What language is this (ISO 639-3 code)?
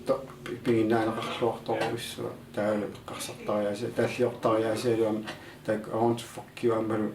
kal